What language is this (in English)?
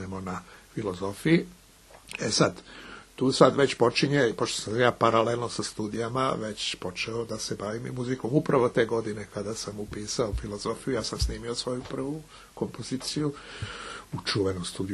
Serbian